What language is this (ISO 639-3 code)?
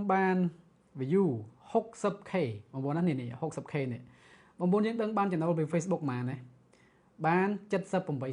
khm